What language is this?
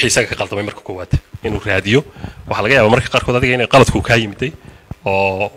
Somali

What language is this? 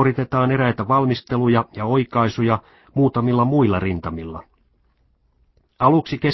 Finnish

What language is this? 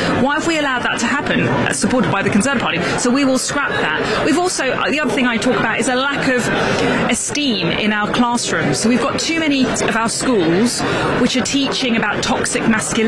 English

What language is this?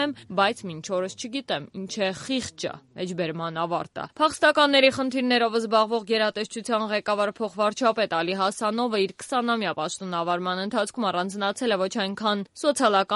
Armenian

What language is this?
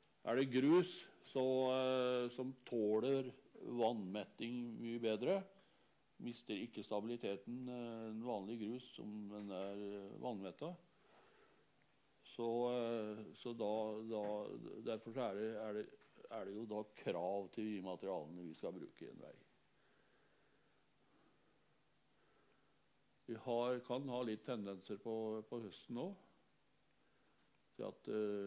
Norwegian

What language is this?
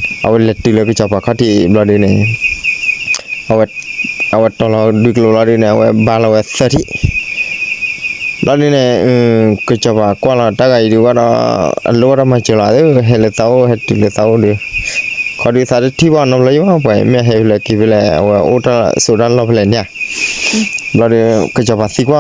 S'gaw Karen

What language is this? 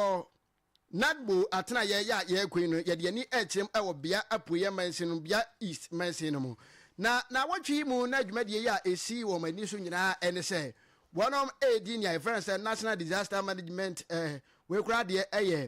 Akan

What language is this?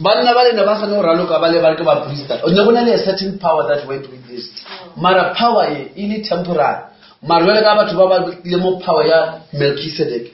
Northern Sotho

